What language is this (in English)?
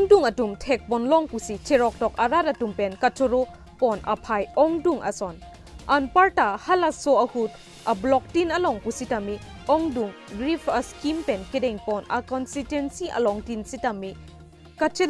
Karbi